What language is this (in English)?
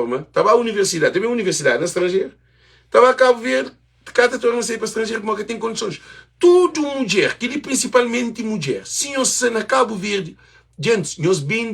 Kabuverdianu